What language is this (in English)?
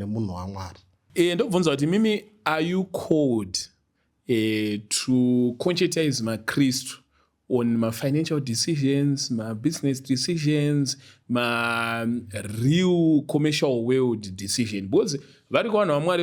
Shona